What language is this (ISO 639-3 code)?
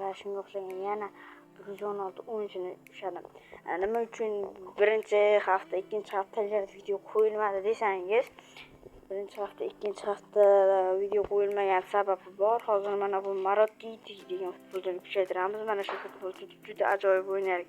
uzb